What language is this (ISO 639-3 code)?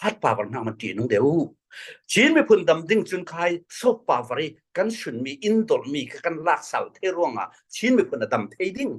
cfm